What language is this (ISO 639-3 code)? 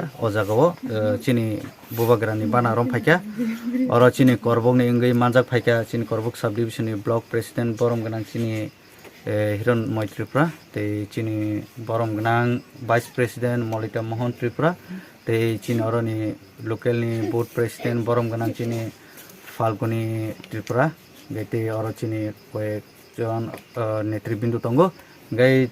trp